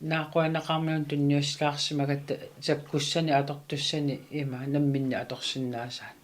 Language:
Kalaallisut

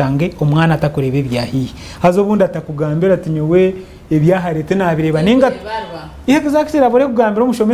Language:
Nyankole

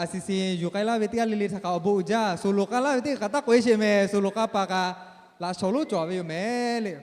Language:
Lahu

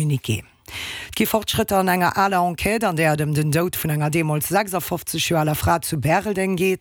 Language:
Luxembourgish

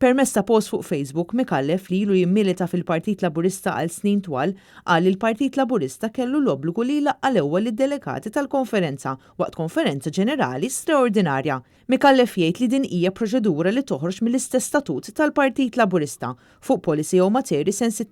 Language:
Maltese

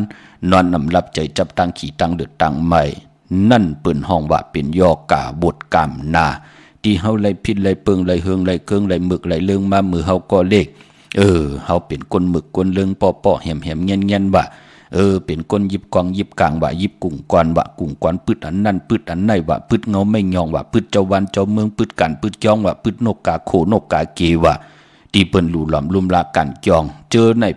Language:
Shan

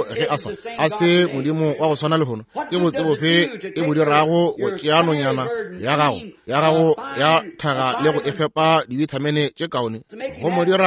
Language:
Northern Sotho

